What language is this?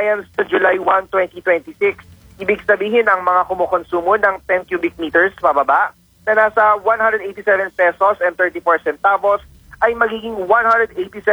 Filipino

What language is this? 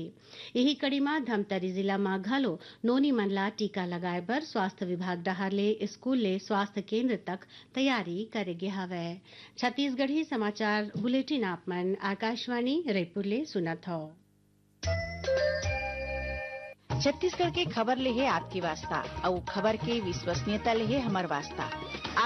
Chhattisgarhi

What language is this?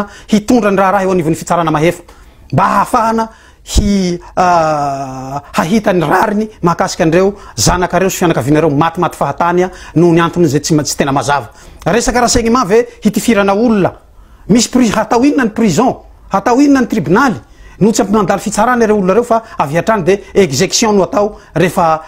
Malagasy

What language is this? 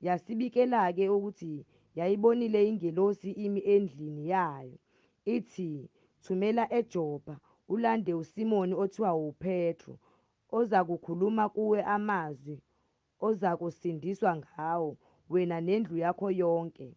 Zulu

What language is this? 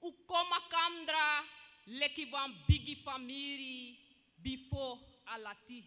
Sranan Tongo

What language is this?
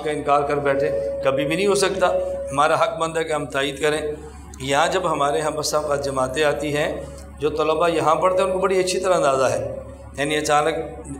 Urdu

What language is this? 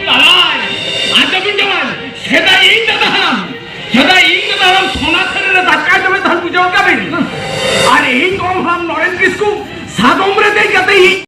Santali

